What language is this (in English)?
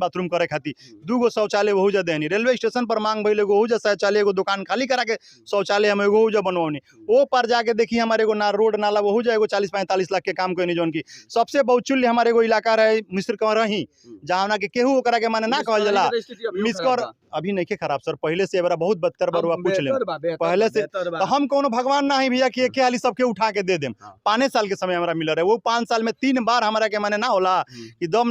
Bhojpuri